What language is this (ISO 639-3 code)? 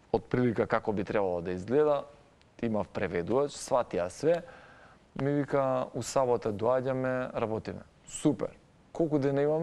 mkd